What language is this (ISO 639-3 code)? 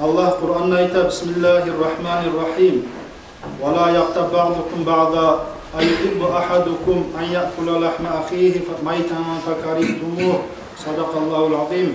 kum